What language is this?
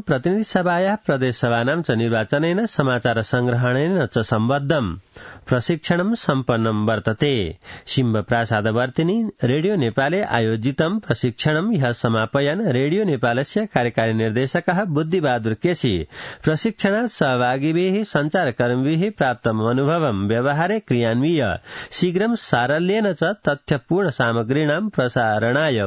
Sanskrit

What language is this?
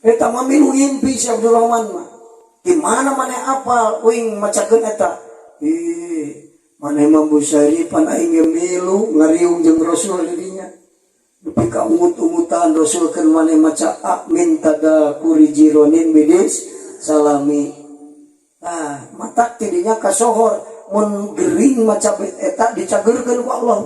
Sundanese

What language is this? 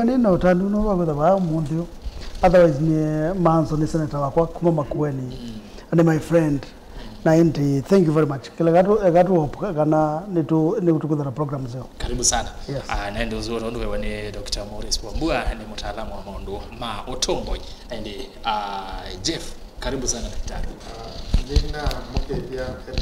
Kamba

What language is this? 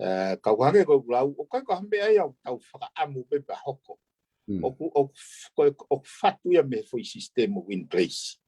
Tongan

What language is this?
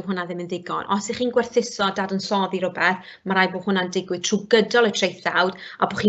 Welsh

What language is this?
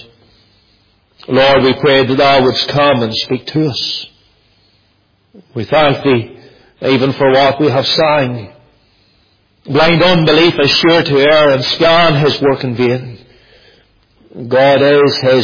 English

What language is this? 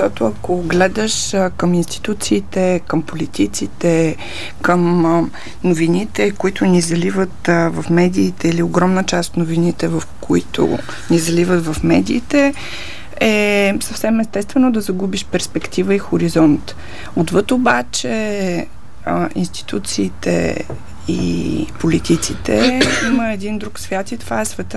Bulgarian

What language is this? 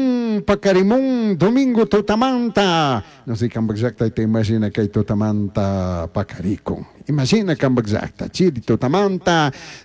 Chimborazo Highland Quichua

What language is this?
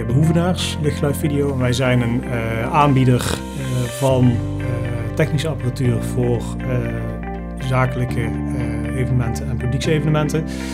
Dutch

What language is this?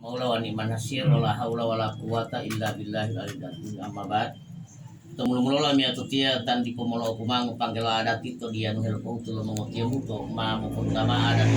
Gorontalo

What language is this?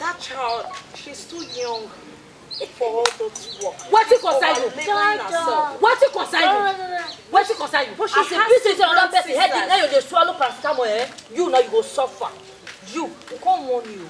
Nigerian Pidgin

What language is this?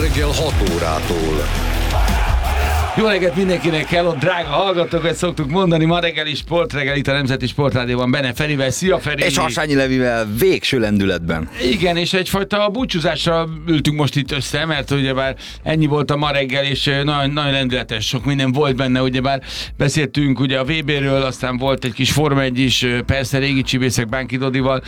Hungarian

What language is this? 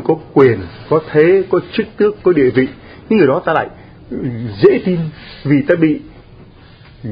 Vietnamese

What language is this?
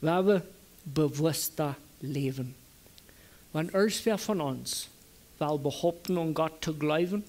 Plautdietsch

